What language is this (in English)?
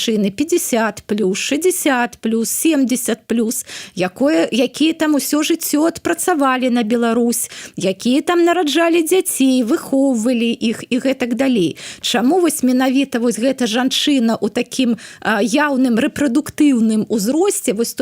Belarusian